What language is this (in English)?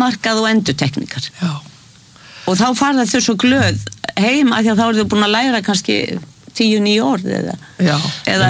Icelandic